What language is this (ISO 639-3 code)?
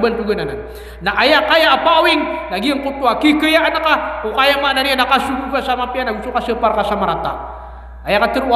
mrw